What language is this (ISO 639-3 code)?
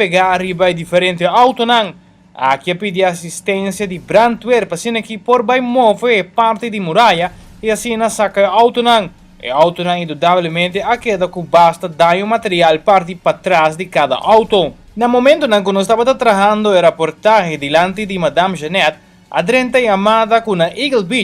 pap